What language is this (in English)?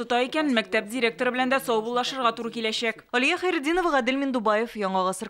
Tatar